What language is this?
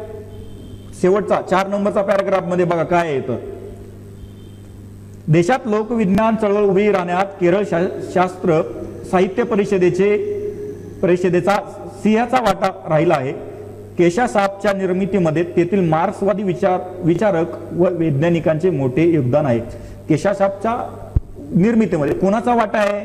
Marathi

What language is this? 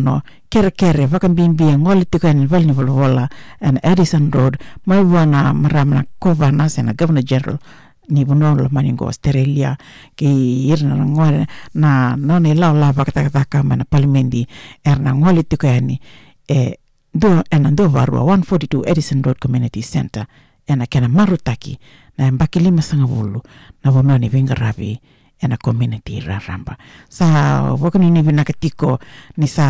Fijian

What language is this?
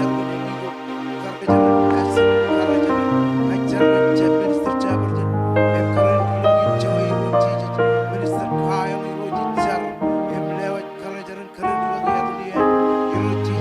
Marshallese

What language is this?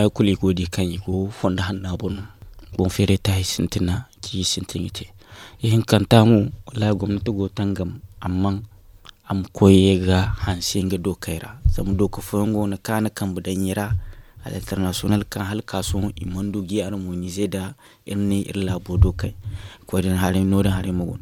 Zarma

